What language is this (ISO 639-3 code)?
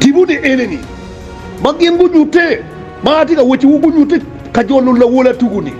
ach